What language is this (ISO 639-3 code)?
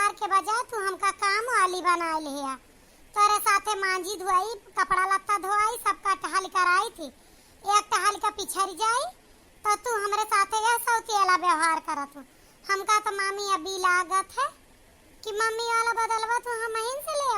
awa